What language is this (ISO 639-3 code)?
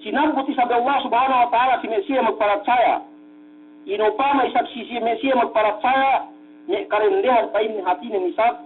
yka